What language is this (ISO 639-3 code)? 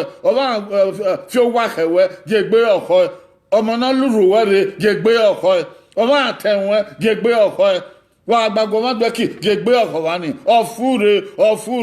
bin